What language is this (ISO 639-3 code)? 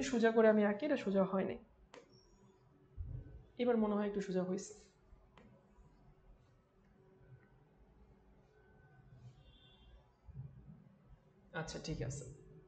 ben